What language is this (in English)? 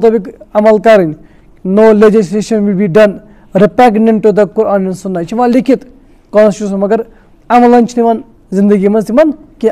Kashmiri